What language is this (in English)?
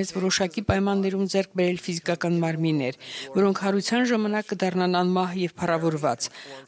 Armenian